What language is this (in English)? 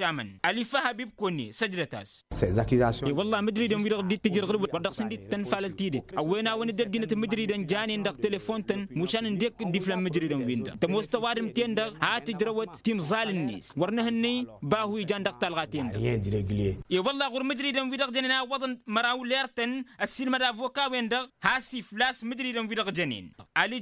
Tamasheq